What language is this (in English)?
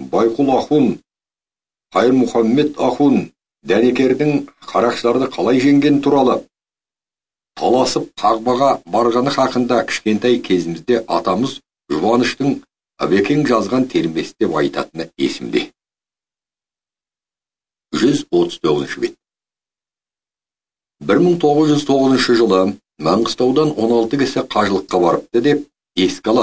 Kazakh